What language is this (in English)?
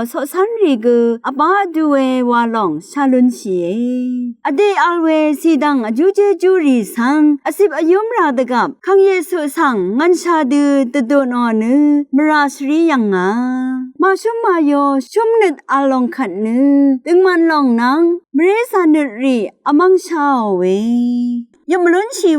Rawang